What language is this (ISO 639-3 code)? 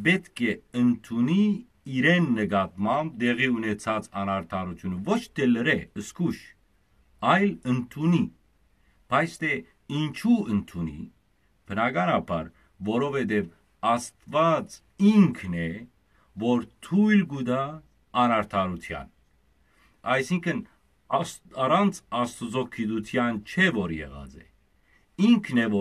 hyw